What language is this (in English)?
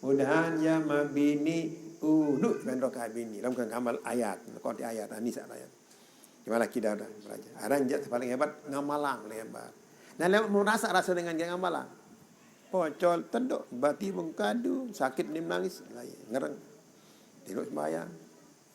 Sasak